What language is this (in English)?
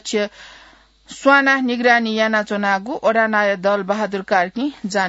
Newari